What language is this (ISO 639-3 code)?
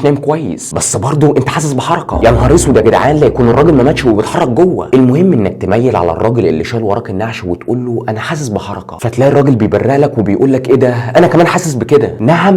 arz